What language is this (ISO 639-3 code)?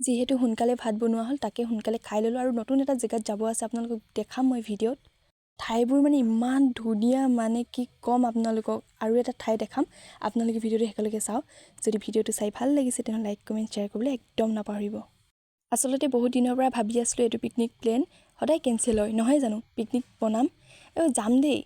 asm